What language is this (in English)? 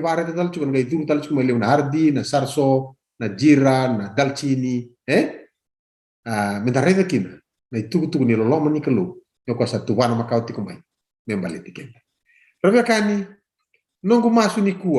Fijian